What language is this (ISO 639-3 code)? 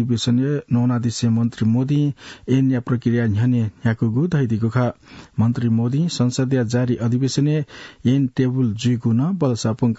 new